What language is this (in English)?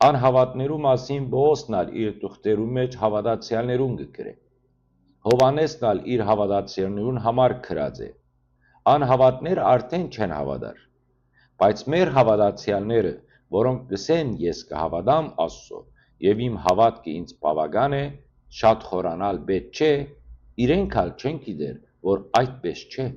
Western Armenian